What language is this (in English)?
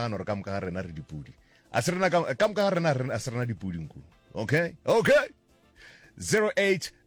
Northern Sotho